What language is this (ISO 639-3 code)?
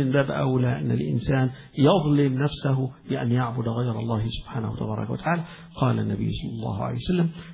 ara